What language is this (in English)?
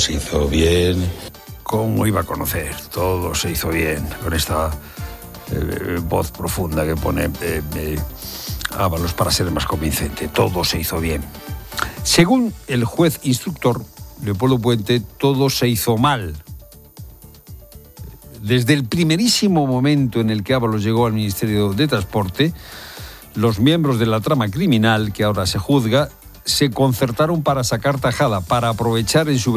Spanish